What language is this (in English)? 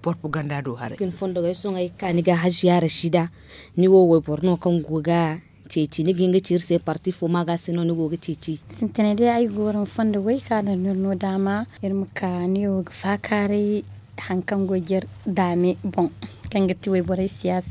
Zarma